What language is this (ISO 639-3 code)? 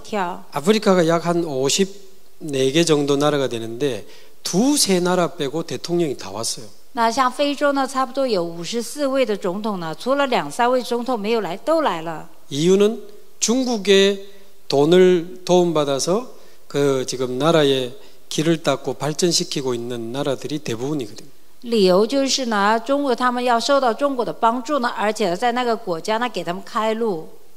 kor